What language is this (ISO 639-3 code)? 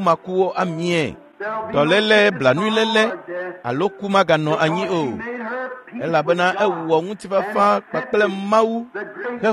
ewe